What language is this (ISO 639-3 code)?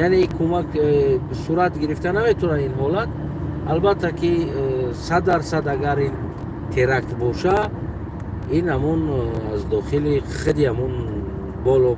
tgk